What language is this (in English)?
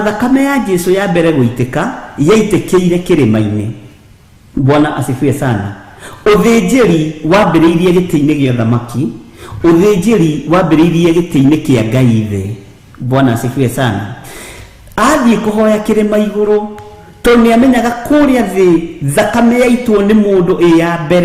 Kikuyu